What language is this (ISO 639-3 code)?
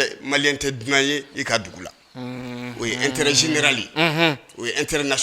bam